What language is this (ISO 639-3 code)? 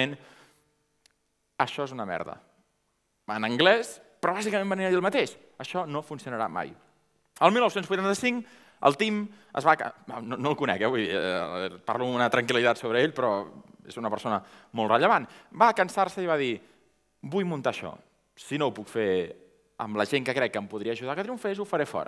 cat